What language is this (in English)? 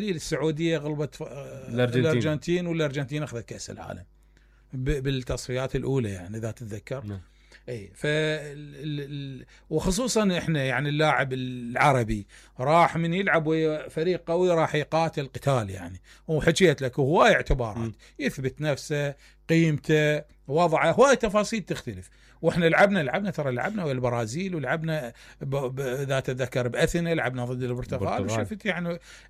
Mesopotamian Arabic